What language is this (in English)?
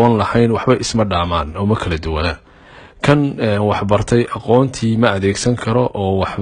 Somali